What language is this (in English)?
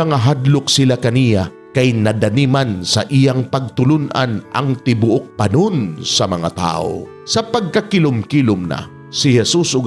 Cebuano